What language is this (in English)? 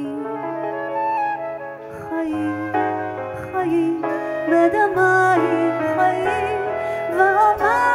Hebrew